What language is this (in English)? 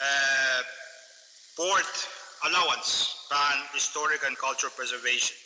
Pohnpeian